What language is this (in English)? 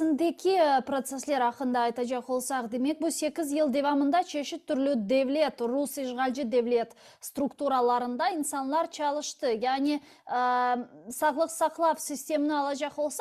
Crimean Tatar